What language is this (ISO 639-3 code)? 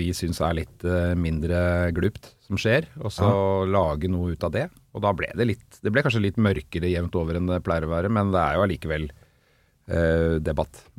nor